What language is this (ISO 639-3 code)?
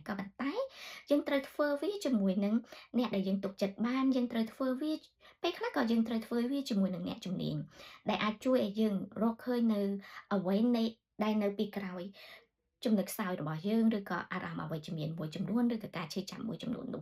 khm